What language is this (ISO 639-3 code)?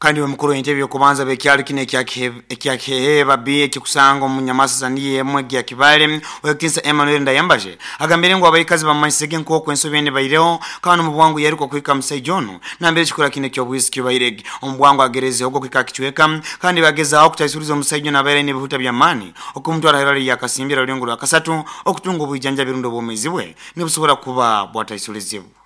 nyo